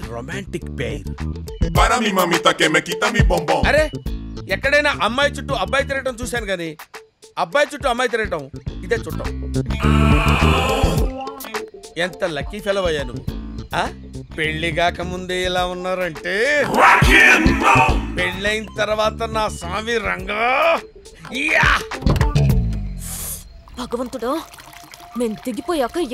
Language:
Telugu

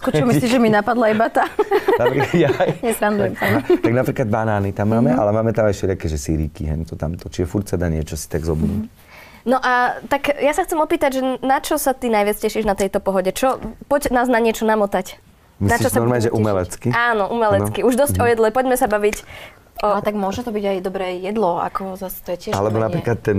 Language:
Slovak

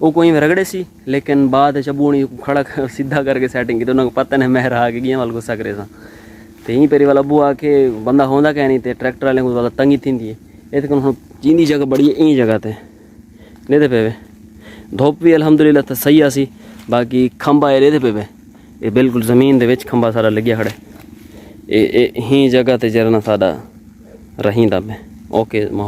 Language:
Saraiki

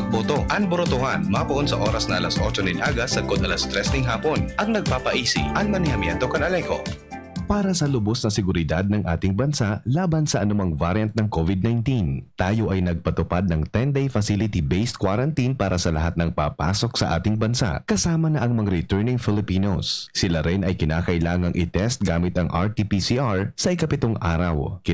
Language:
Bikol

